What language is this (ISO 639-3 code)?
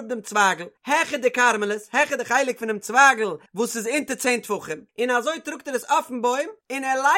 yid